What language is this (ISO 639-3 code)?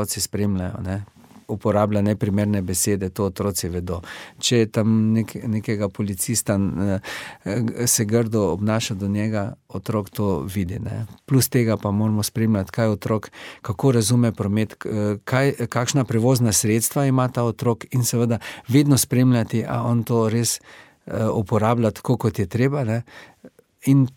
slv